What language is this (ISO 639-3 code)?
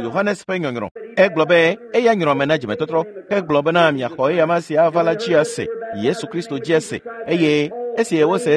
ewe